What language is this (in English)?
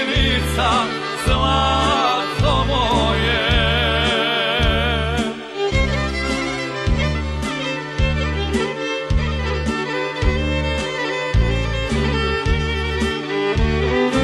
Croatian